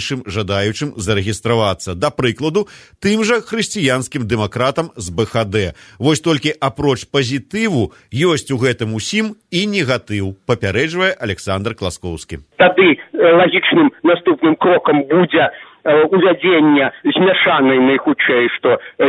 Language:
Belarusian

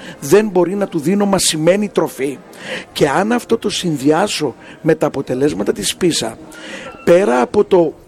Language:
Greek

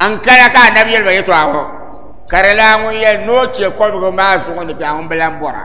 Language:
Dagbani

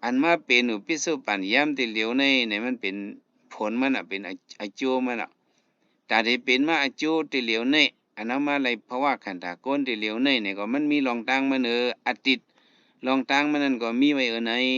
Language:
Shan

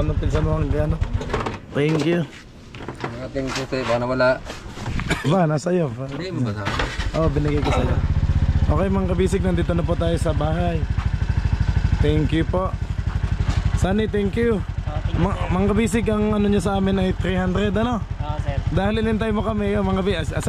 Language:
Filipino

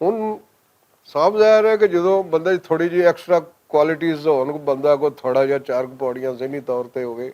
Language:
Western Panjabi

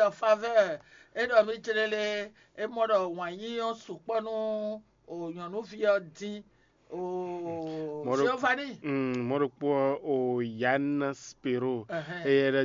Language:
Fon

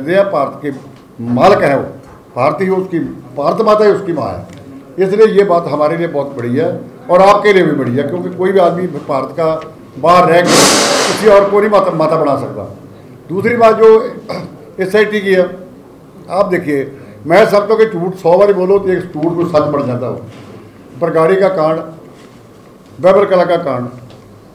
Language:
Punjabi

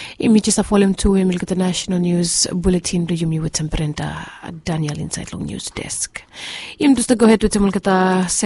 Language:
Bislama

